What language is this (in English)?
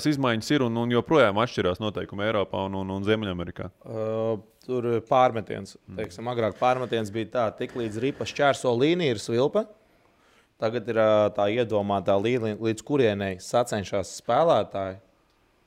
Latvian